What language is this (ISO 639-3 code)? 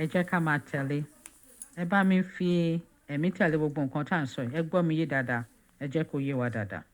yor